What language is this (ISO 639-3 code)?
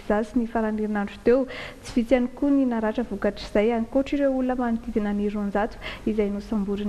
mlg